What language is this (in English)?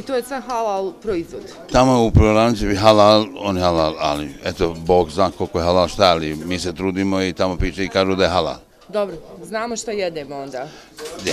Bosnian